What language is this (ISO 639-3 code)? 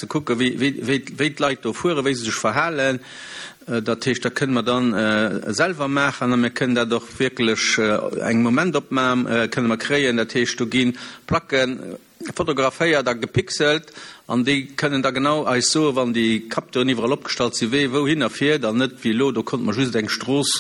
ltz